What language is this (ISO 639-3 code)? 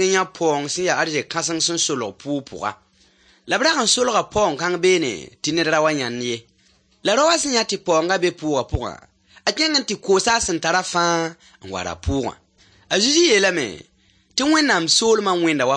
mos